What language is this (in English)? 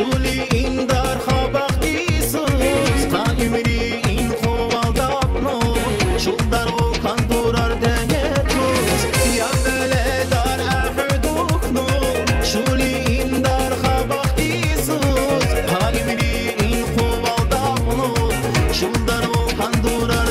Tabassaran